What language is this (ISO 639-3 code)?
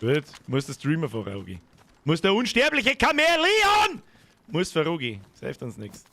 bar